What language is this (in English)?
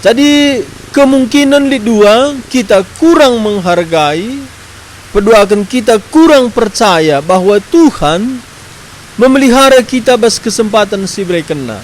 Batak Karo